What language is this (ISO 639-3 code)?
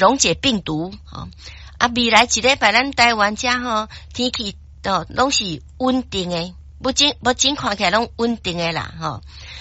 nan